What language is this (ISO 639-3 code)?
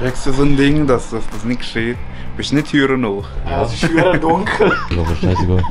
gsw